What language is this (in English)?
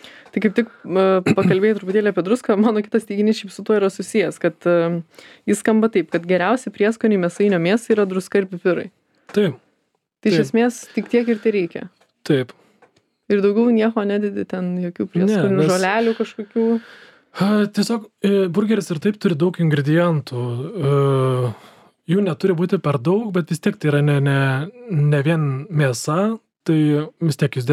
Lithuanian